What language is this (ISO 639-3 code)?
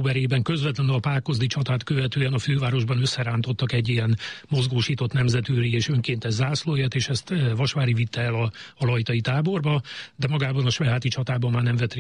hun